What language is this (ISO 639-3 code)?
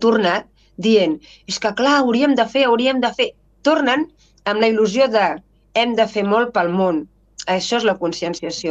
cat